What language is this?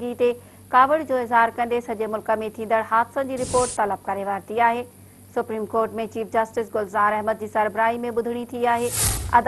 Sindhi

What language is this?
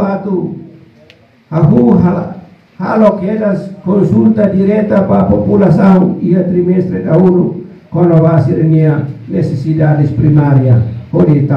Tetum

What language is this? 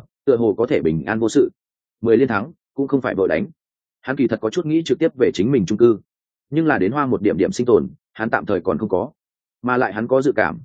Vietnamese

